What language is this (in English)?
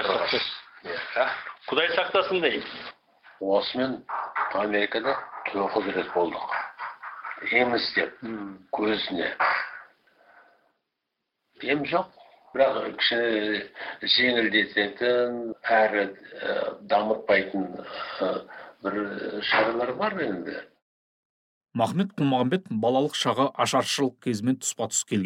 Kazakh